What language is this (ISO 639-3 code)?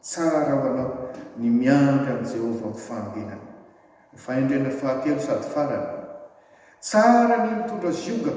mlg